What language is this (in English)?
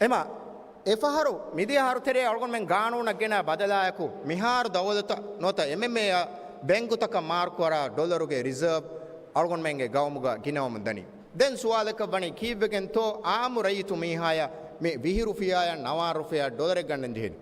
Divehi